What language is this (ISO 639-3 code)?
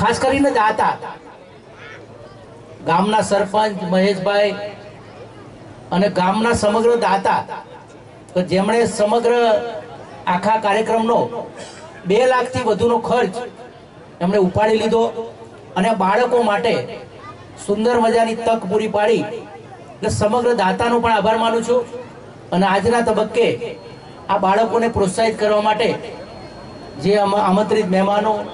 guj